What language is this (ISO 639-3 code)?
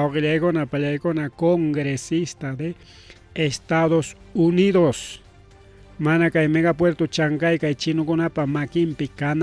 quy